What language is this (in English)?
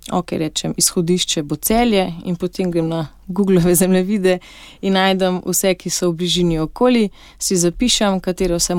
Slovenian